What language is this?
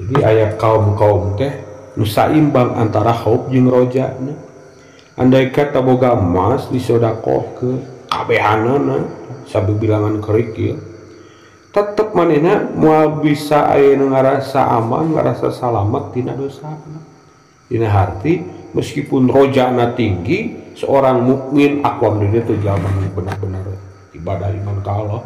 Sundanese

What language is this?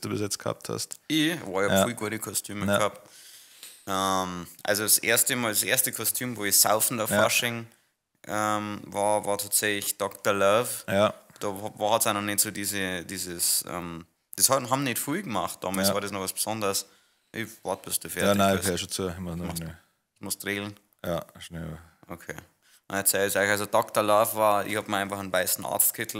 Bavarian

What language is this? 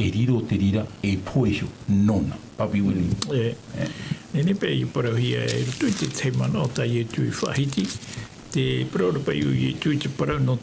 Tahitian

